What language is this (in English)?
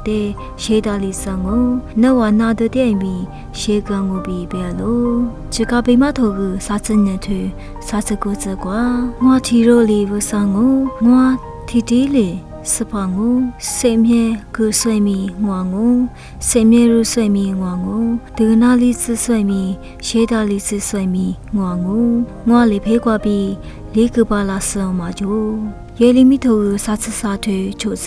Lisu